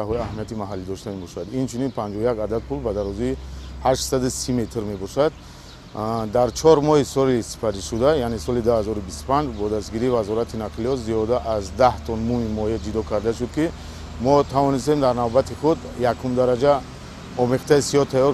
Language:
Tajik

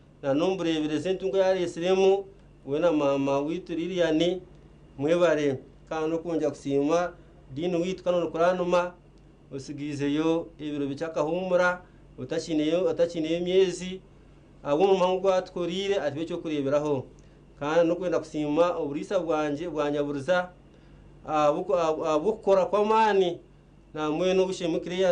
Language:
Nyankole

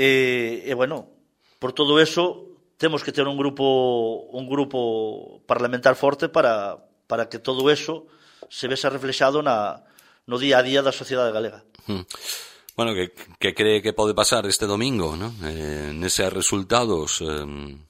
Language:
Galician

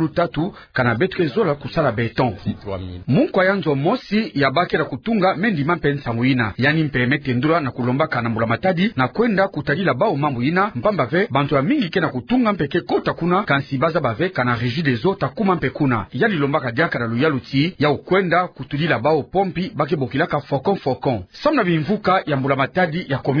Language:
Kituba (Democratic Republic of Congo)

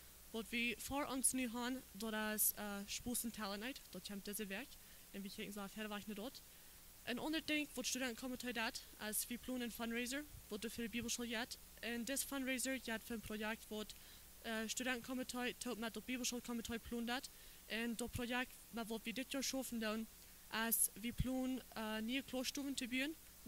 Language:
Plautdietsch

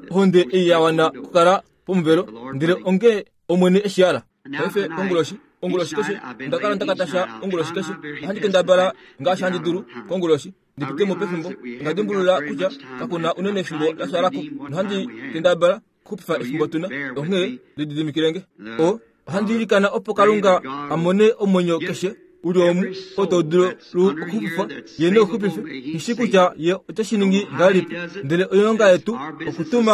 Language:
Kuanyama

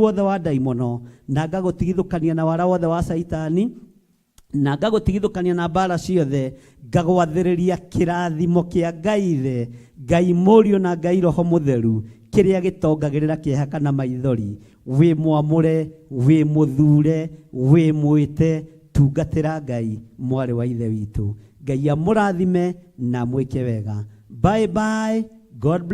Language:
Kikuyu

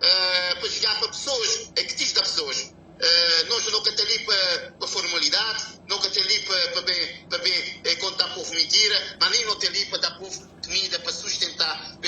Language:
Kabuverdianu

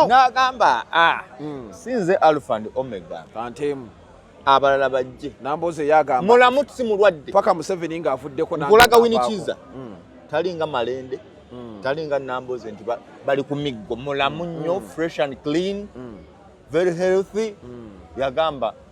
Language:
Ganda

